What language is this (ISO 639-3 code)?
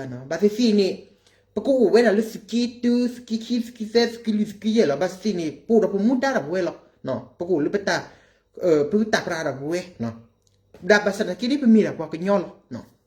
ksw